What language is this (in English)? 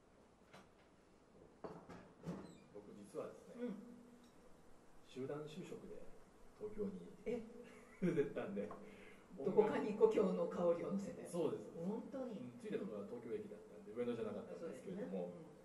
Japanese